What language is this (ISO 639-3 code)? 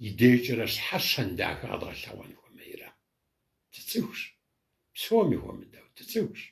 kbd